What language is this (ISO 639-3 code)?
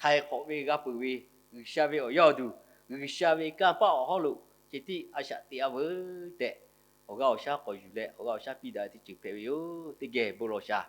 lhu